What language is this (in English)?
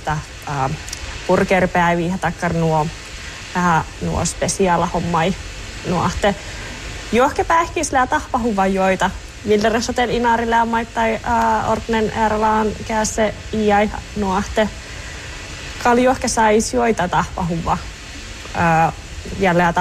Northern Sami